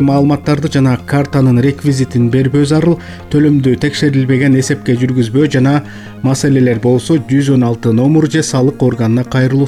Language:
Kyrgyz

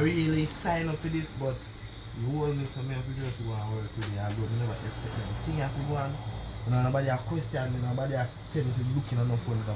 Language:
Jamaican Creole English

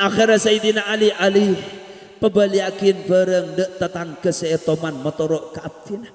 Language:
Madurese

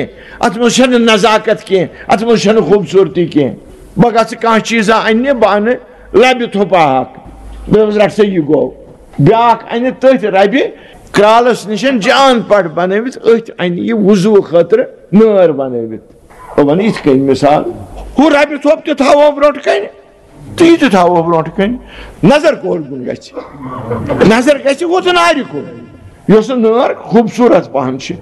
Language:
Kashmiri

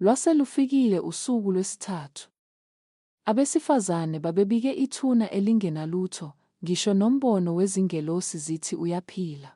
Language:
Zulu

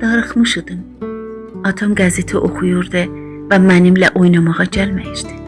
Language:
South Azerbaijani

